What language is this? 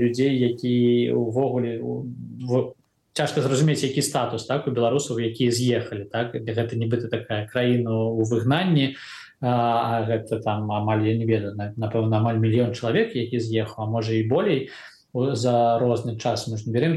Belarusian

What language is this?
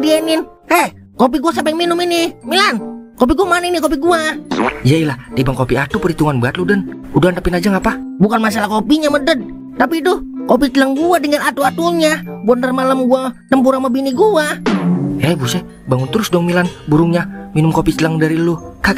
Betawi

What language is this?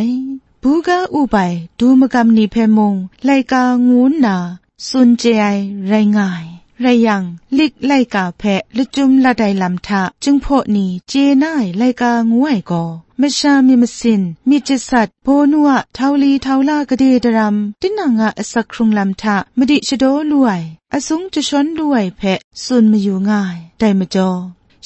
Kachin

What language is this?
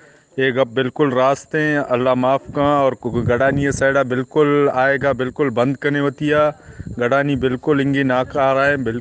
Eastern Balochi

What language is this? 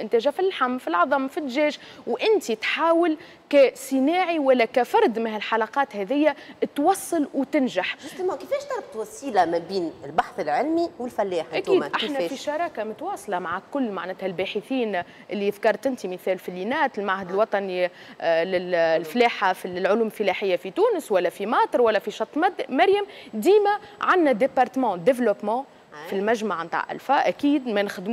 Tunisian Arabic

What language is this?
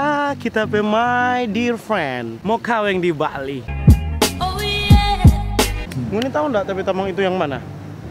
Manado Malay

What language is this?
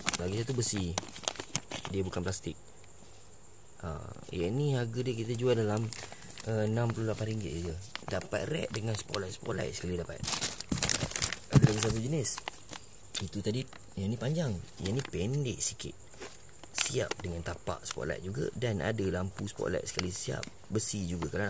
Malay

